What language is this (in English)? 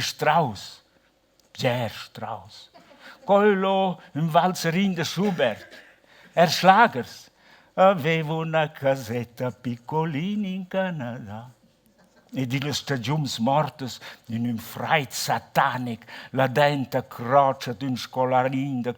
Romansh